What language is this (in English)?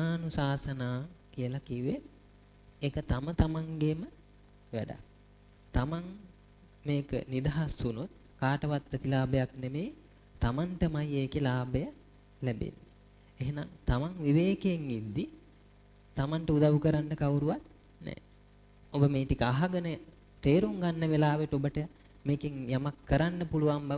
Sinhala